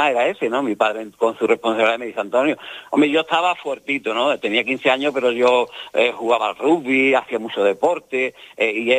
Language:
Spanish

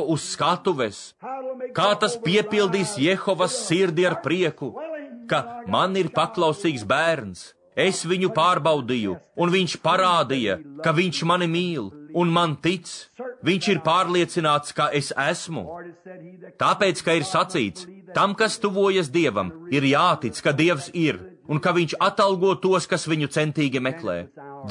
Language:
Latvian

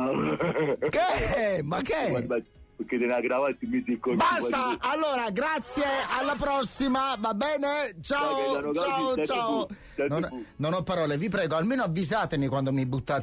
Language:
Italian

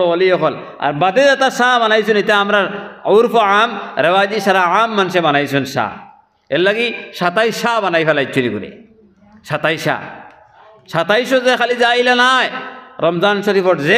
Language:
Sylheti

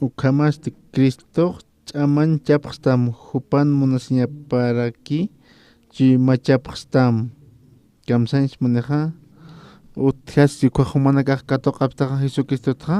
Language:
Aymara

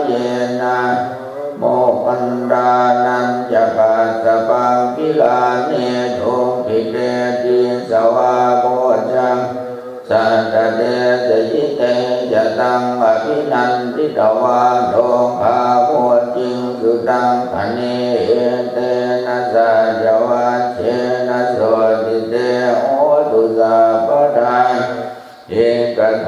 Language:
Pali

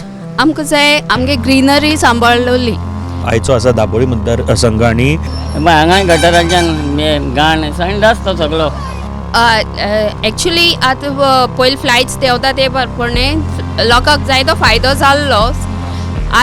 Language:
Konkani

